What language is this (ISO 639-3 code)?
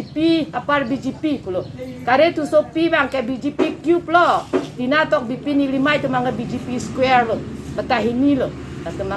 mjw